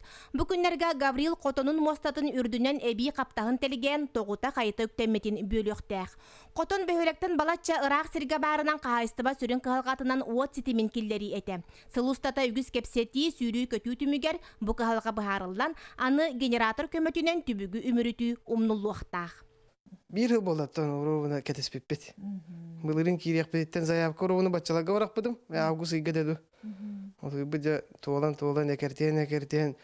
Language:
Yakut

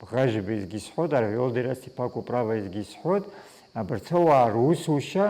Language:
Abkhazian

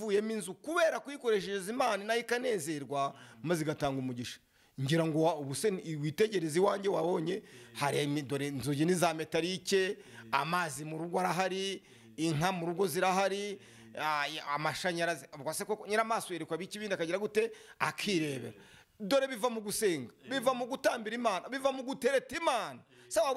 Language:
Kinyarwanda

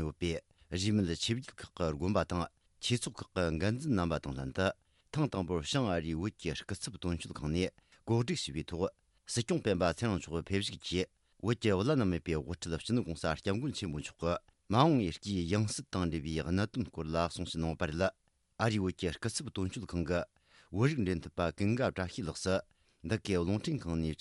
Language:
Tibetan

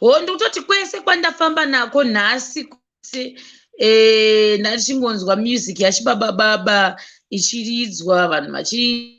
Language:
Shona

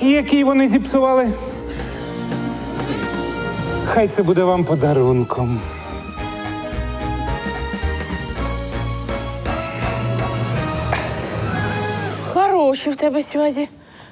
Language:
Ukrainian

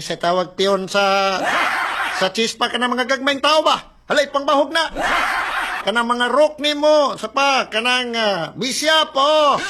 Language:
Cebuano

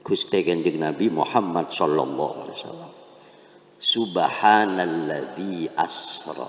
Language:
Madurese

